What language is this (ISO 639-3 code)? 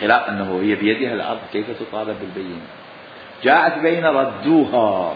acm